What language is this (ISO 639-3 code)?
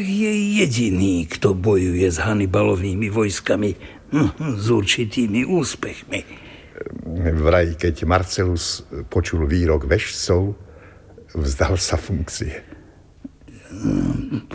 slk